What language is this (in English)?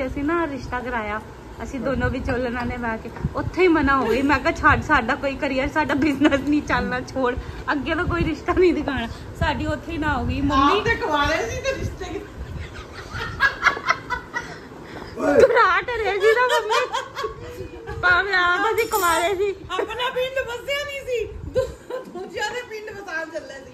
Punjabi